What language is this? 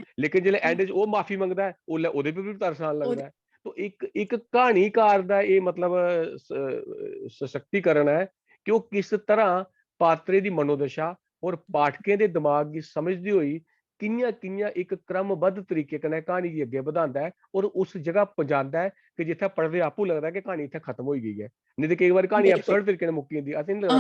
Dogri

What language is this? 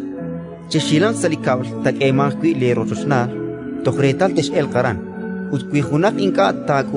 Kekchí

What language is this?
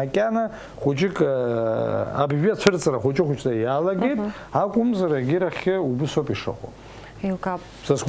Abkhazian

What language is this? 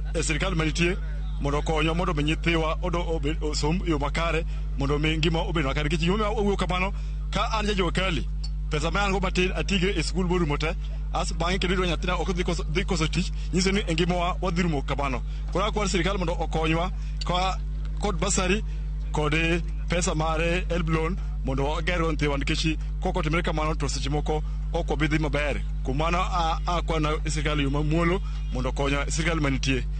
Luo (Kenya and Tanzania)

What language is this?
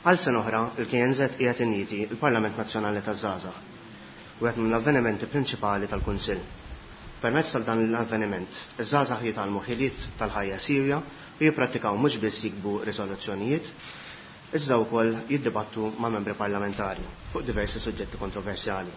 Maltese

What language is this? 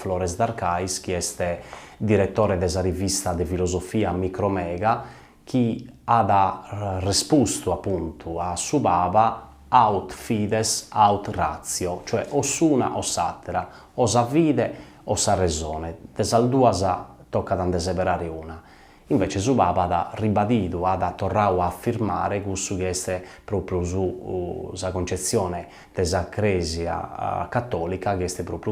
Sardinian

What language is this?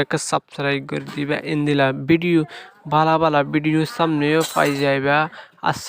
Rohingya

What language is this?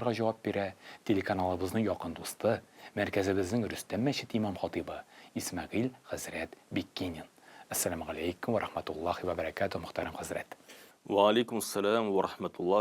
Tatar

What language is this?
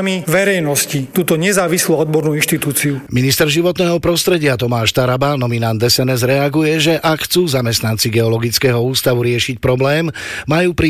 Slovak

